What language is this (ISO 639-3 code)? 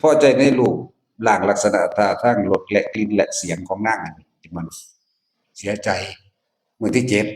tts